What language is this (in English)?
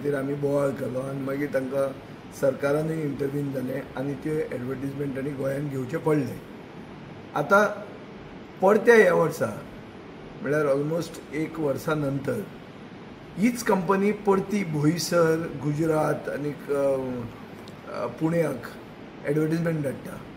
Konkani